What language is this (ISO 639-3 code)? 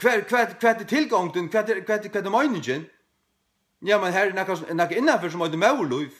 fao